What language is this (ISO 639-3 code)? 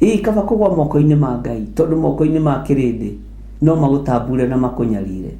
kik